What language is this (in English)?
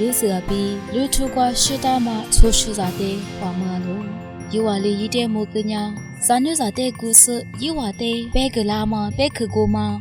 Lisu